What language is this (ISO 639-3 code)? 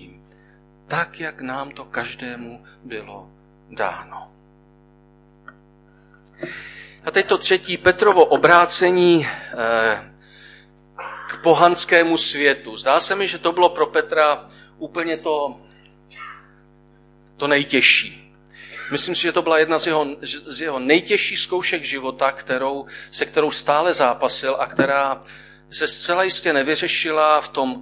ces